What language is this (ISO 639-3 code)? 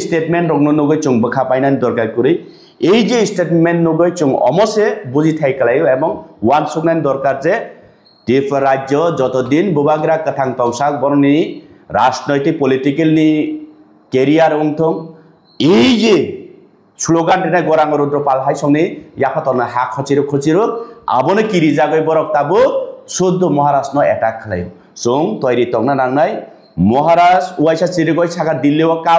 trp